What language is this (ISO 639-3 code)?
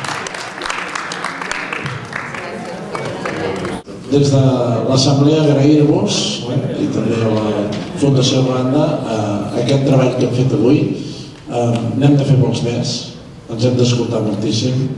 cat